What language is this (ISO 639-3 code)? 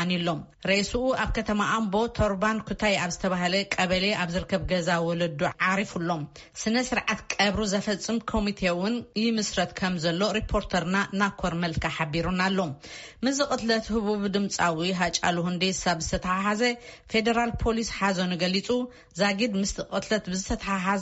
tir